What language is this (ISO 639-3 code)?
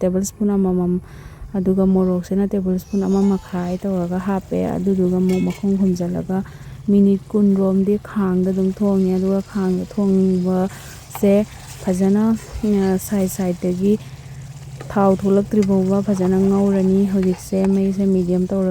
mni